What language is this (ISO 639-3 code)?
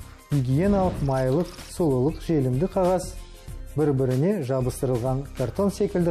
kaz